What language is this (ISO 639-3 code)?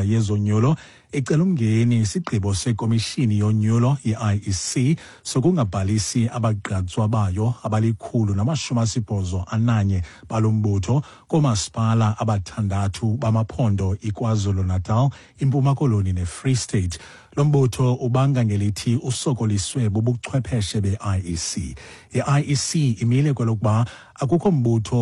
xho